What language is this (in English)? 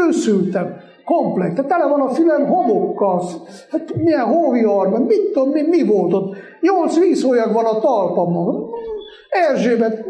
Hungarian